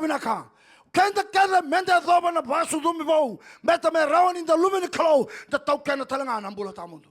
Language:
Fijian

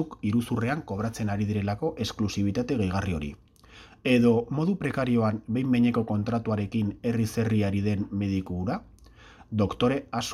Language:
Basque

